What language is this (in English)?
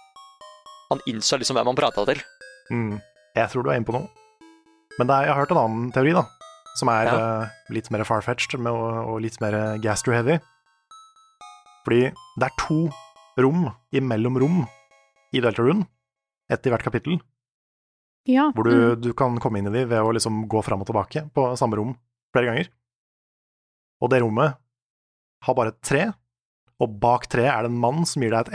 Norwegian